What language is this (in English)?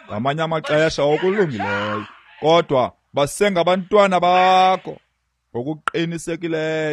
Xhosa